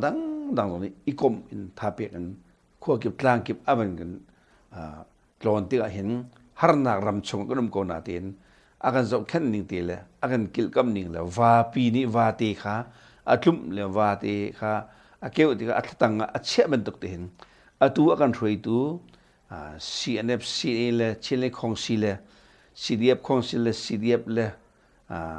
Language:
Hakha Chin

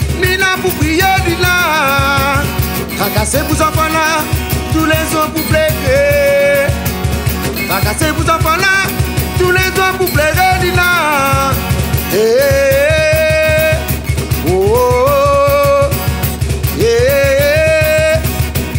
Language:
Réunion Creole French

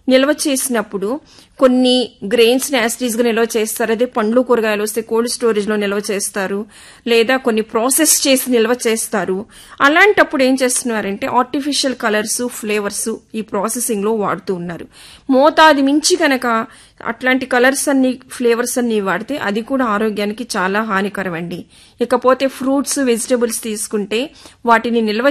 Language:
Telugu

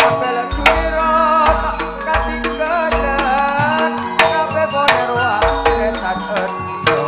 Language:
Madurese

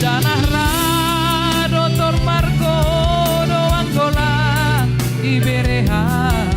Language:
Batak Simalungun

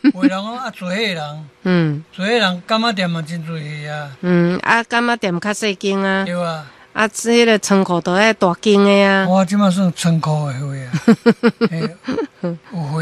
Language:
Min Nan Chinese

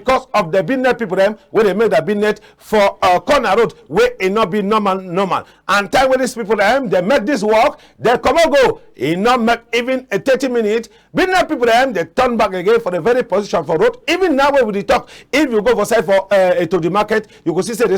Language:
Cameroon Pidgin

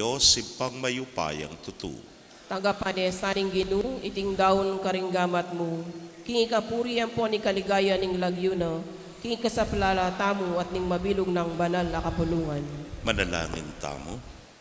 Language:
Pampanga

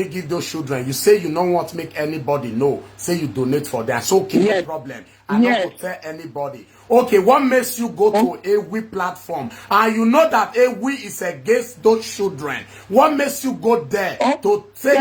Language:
Nigerian Pidgin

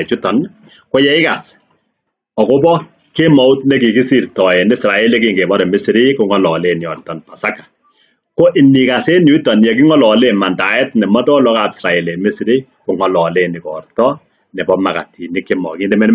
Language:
Kalenjin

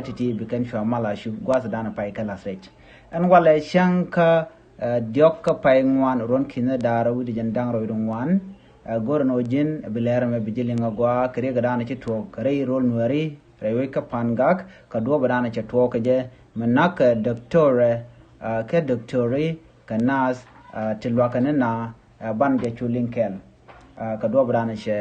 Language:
Nuer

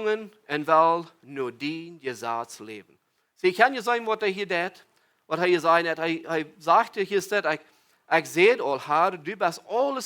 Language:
Plautdietsch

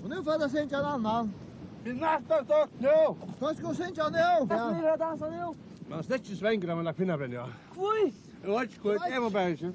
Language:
Faroese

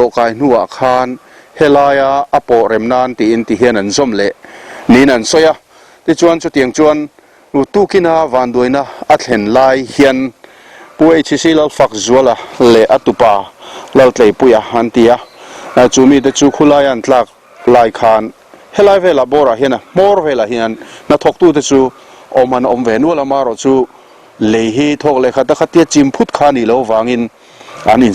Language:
Mizo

